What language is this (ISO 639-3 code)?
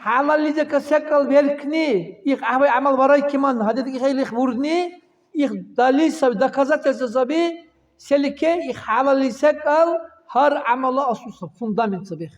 dar